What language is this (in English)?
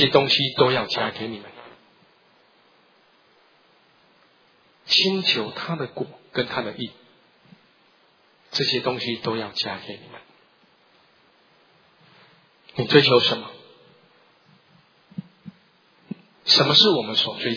Chinese